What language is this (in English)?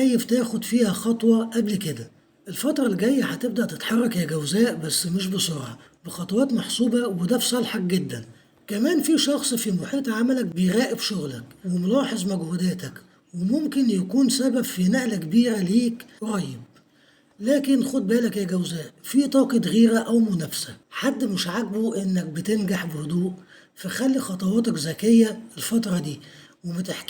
Egyptian Arabic